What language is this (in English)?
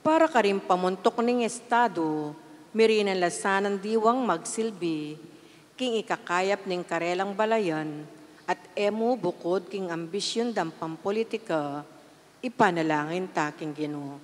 Pampanga